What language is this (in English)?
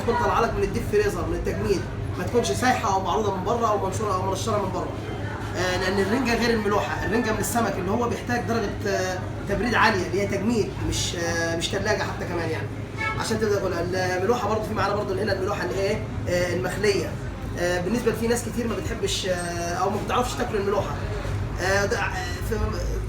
Egyptian Arabic